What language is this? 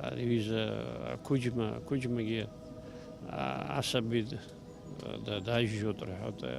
Abkhazian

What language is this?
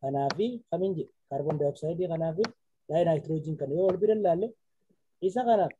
Oromo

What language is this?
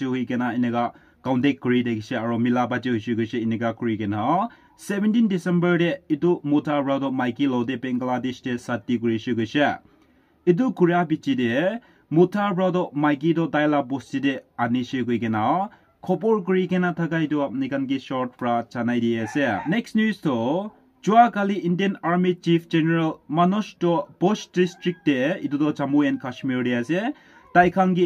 Naga Pidgin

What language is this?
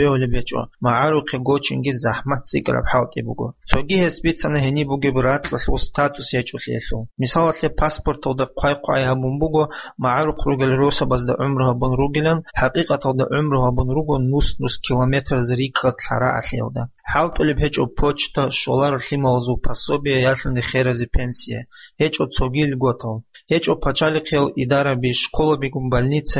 Avaric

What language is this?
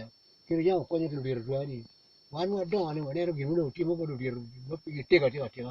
Acoli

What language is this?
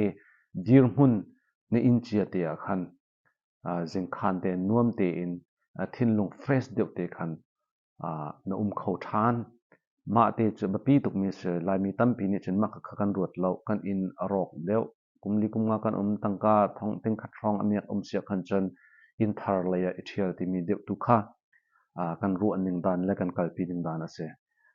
Hakha Chin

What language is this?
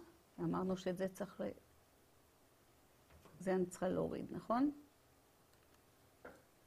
Hebrew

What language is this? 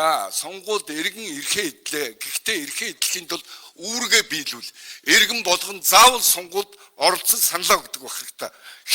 Mongolian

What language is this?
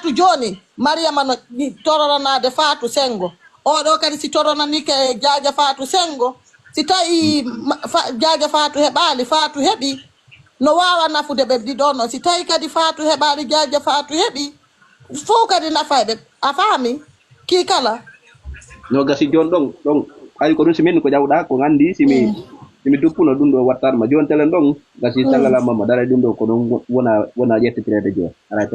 Fula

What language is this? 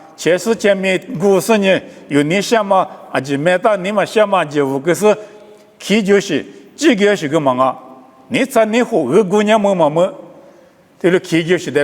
Lisu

